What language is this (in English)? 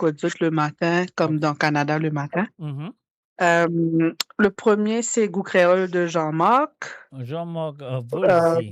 Morisyen